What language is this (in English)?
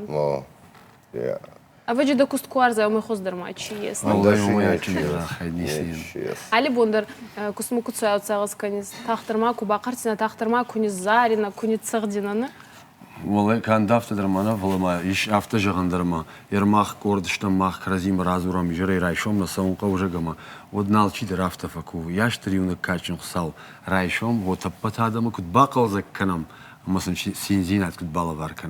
Ossetic